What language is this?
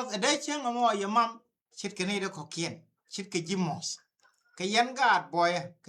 Nuer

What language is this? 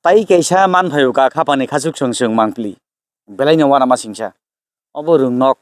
Kok Borok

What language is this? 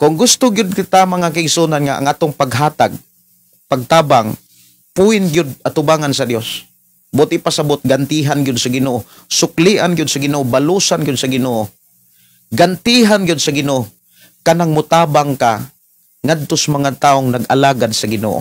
Cebuano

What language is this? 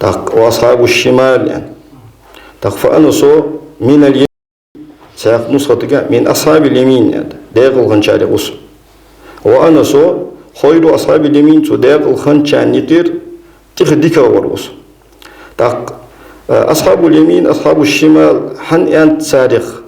Ingush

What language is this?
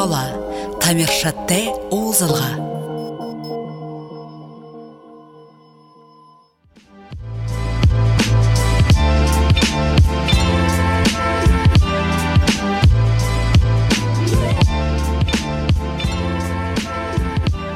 Buriat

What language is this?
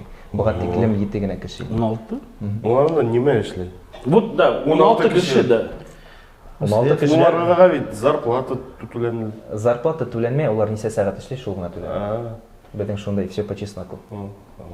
Bashkir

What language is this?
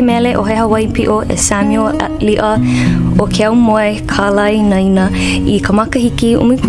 Hawaiian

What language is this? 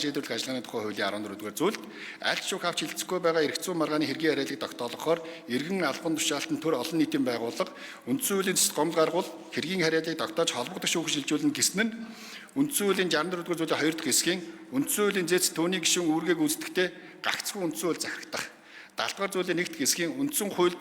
Mongolian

